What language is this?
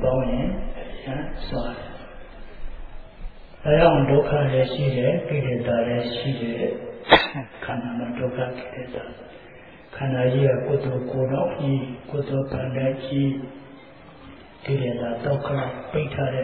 Burmese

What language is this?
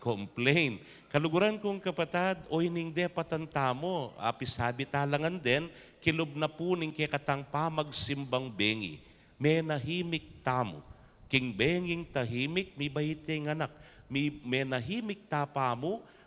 Pampanga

